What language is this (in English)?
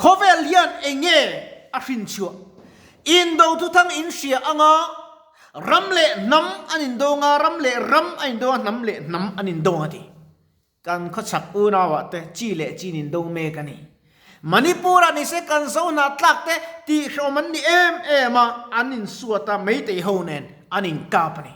Mizo